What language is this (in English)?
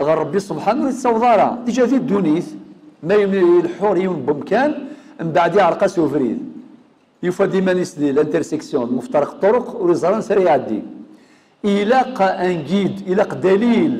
Kabyle